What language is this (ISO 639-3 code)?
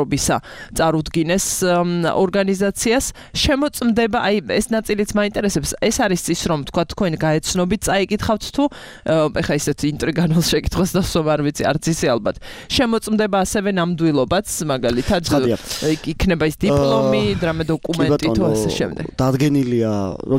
kat